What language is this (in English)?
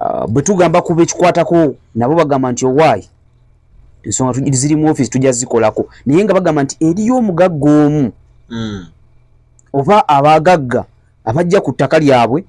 Ganda